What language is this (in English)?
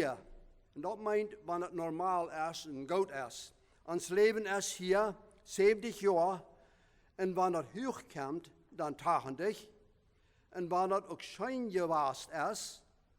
Plautdietsch